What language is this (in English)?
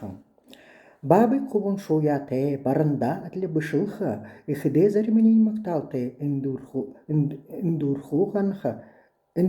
Buriat